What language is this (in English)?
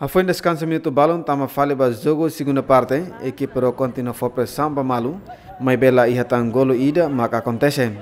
Tetum